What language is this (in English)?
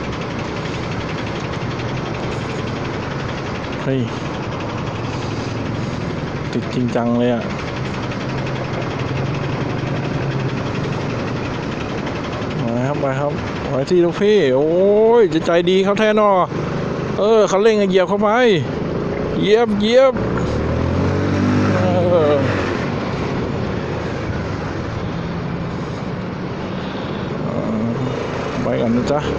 Thai